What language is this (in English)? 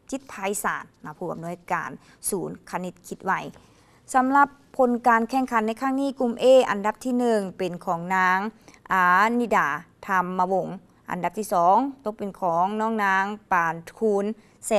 Lao